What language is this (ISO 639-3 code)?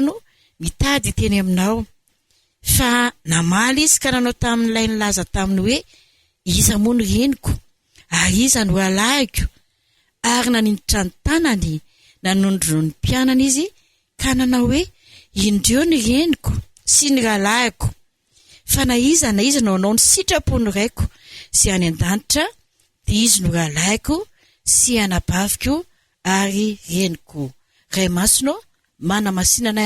mlg